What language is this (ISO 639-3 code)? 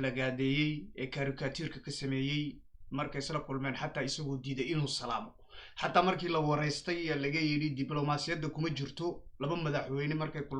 som